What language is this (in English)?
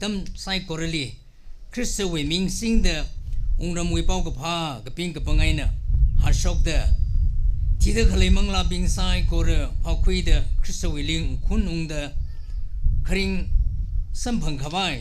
Tangkhul Naga (India)